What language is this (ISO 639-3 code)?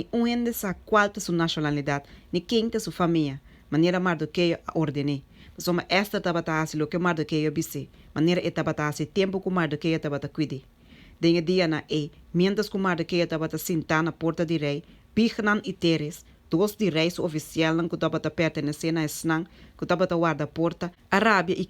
pap